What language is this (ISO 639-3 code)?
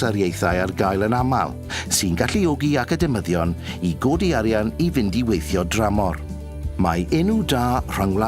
cym